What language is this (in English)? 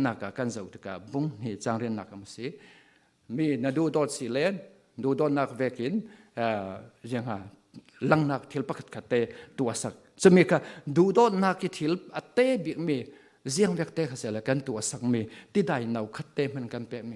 Falam Chin